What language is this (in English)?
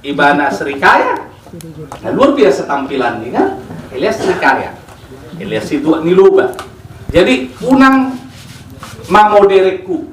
Batak Toba